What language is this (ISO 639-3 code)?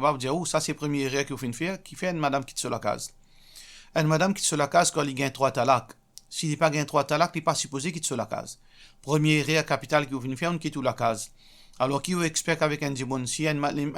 mfe